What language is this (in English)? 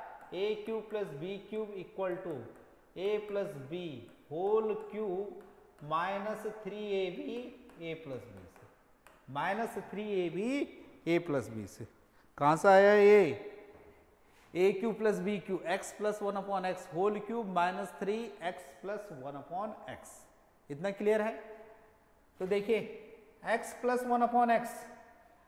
Hindi